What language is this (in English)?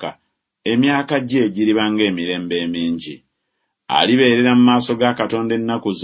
Ganda